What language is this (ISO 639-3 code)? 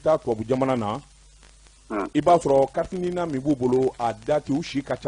bam